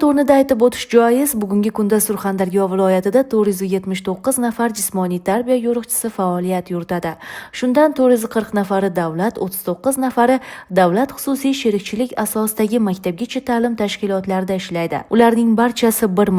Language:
Uzbek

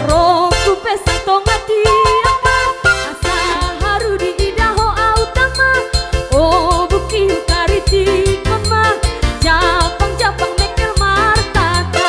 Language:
Batak Toba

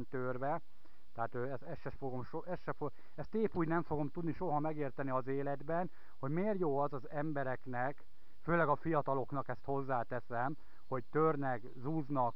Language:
Hungarian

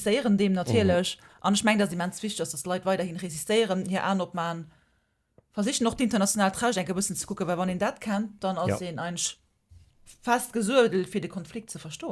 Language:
Luxembourgish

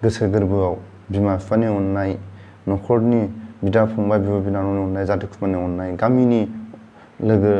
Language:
Bodo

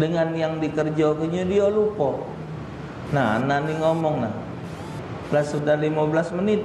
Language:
Musi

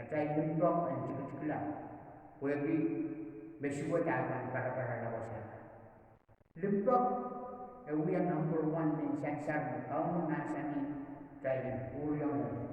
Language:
Pohnpeian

